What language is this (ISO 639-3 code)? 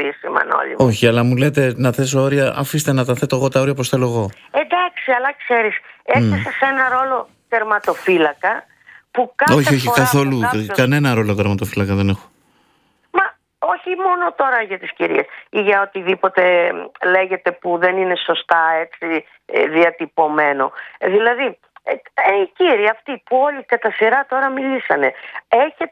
ell